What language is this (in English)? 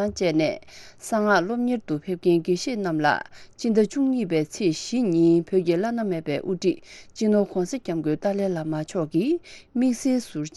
Tibetan